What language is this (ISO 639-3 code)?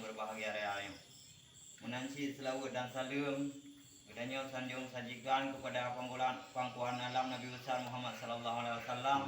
ace